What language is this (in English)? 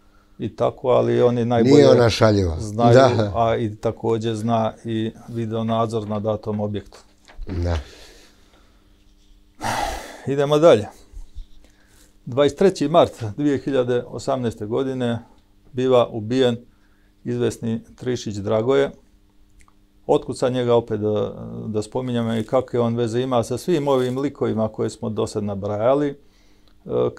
Serbian